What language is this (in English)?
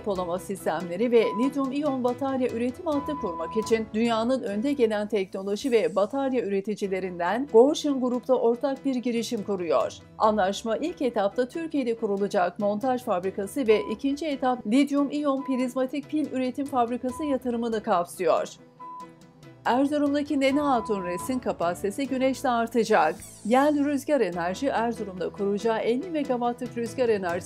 Turkish